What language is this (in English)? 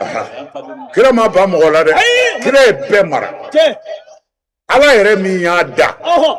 Bambara